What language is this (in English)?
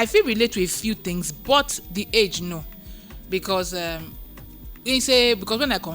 Nigerian Pidgin